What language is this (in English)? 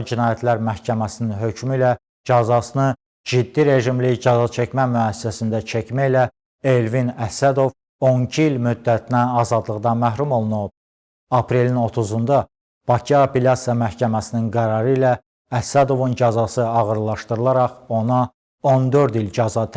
Azerbaijani